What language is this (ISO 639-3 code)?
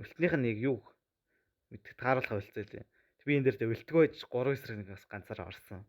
mon